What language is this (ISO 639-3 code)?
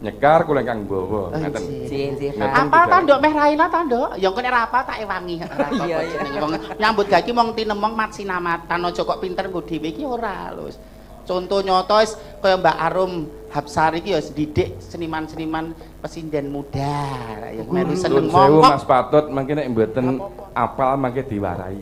jav